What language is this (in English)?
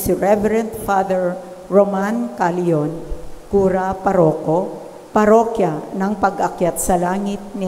Filipino